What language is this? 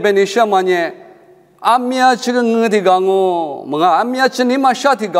Lisu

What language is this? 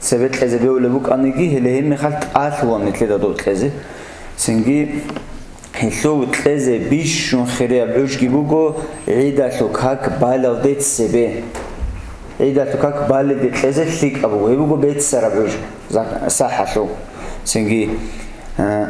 Avaric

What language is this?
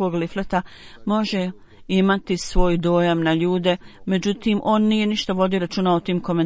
Bosnian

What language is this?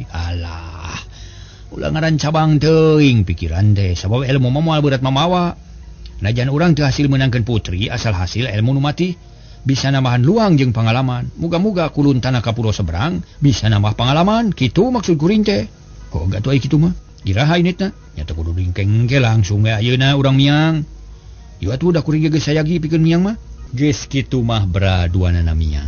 Sundanese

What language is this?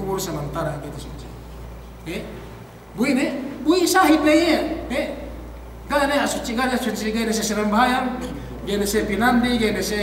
Yakan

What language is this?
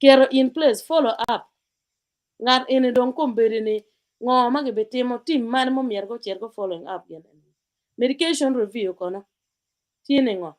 Acoli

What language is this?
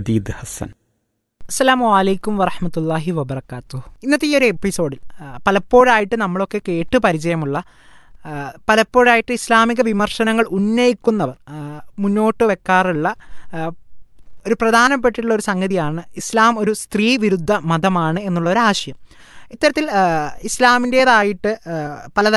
Malayalam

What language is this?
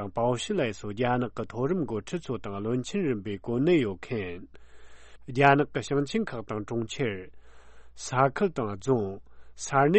Tibetan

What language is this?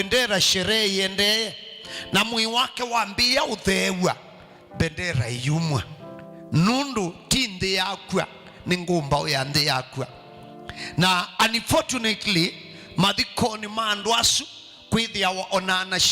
Kamba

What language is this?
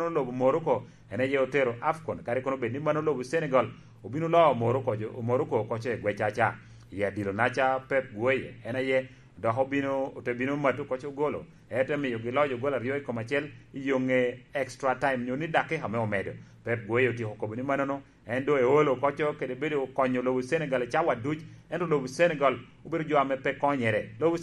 Lango (Uganda)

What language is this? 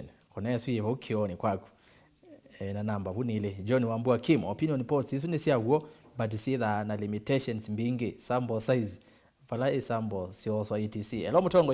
Kamba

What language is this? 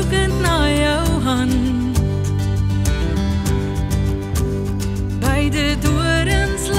Afrikaans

